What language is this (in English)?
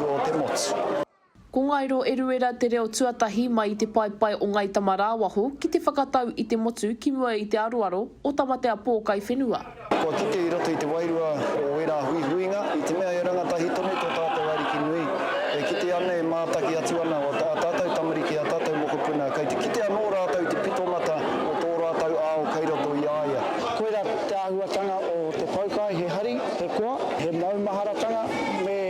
Māori